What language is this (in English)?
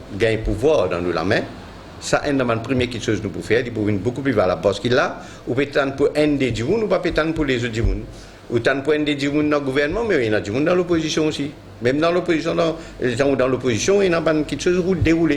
Morisyen